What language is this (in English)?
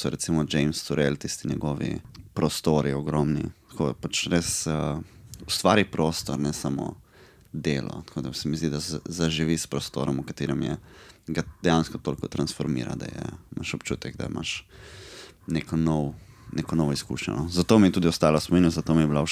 Slovenian